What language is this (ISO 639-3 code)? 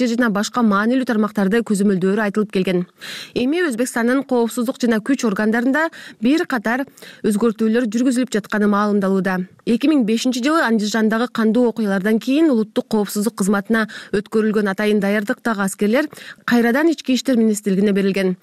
kir